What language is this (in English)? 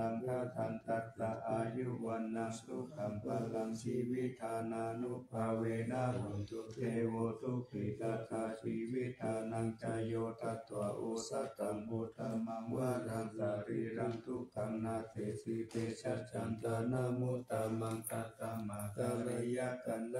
Pali